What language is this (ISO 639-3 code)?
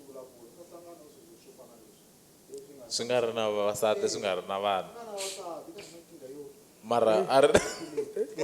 tso